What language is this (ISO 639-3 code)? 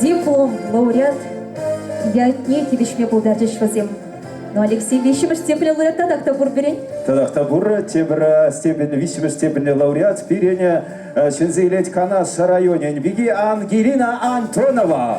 chv